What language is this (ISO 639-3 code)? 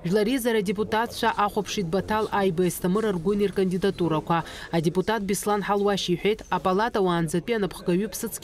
abk